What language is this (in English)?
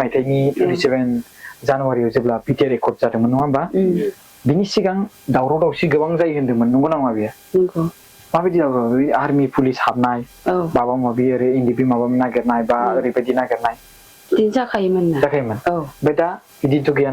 Bodo